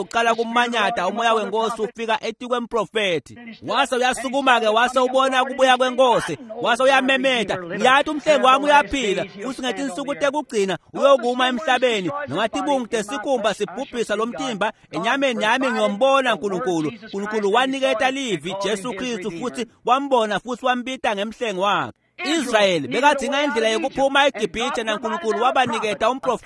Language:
Swati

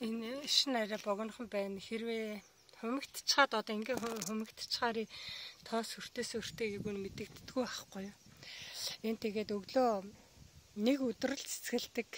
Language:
Mongolian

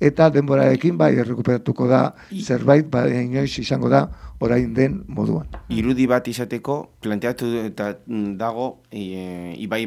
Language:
Basque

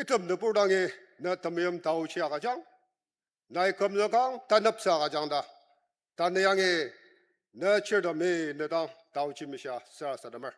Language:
Ao Naga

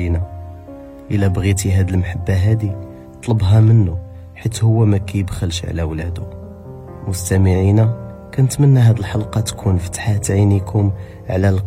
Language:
Moroccan Arabic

